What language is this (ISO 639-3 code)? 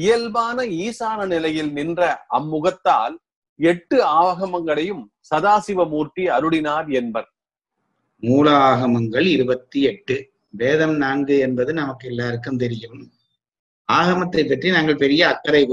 tam